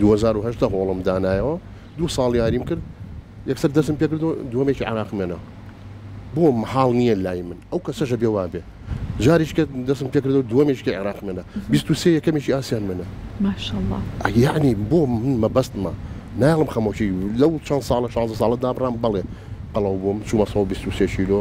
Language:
Central Kurdish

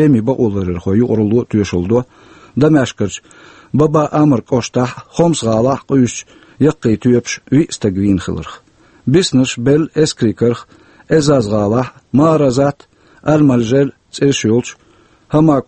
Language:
Chechen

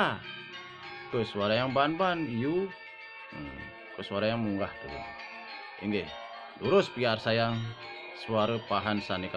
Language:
Balinese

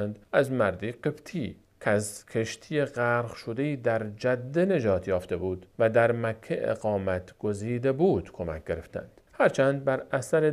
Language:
Persian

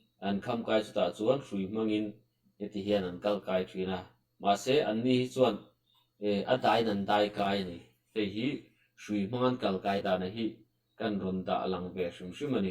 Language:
Mizo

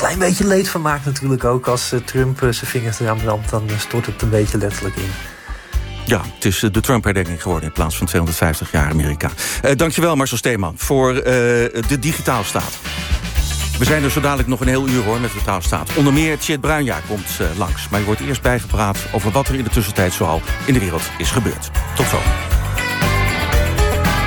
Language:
Dutch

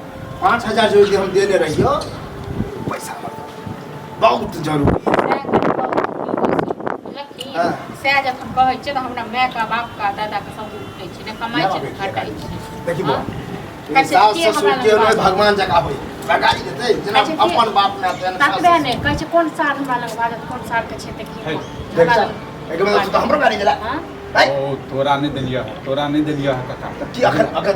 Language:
Maithili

